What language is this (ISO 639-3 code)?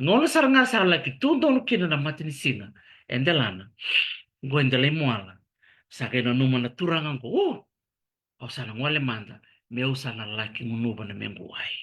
fij